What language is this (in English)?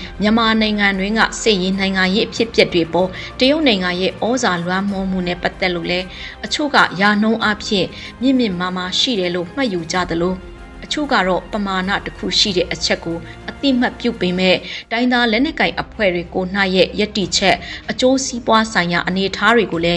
Burmese